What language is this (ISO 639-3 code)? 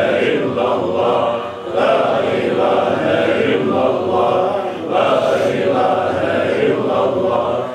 bos